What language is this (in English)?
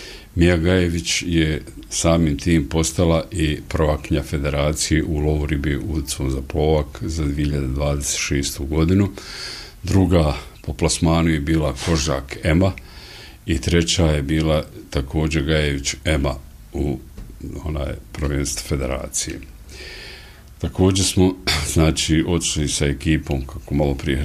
Bosnian